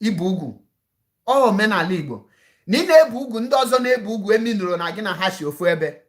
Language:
Igbo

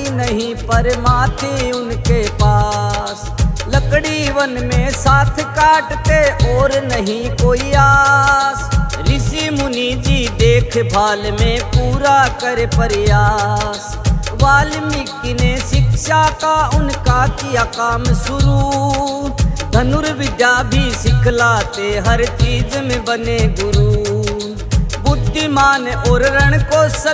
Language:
Haryanvi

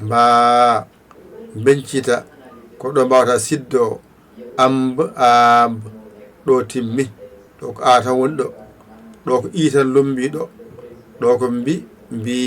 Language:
Fula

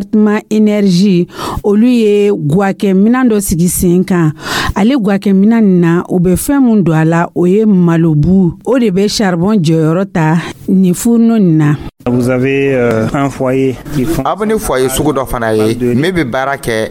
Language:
Dyula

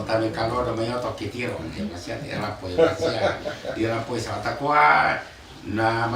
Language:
Toraja-Sa'dan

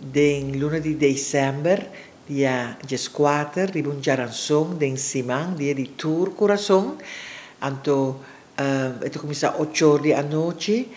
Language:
Papiamento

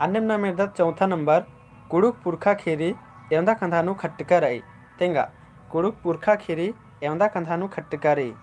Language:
Kurukh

